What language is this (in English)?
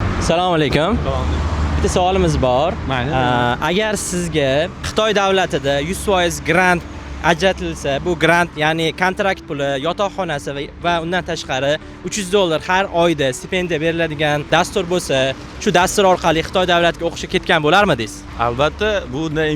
Uzbek